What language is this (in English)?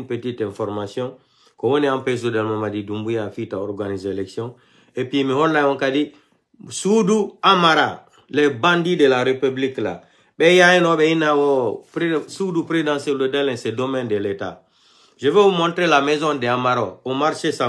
French